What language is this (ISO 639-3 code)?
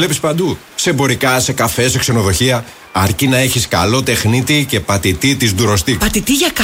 ell